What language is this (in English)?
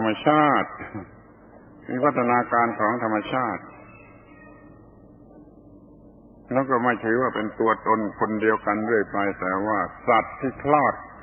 Thai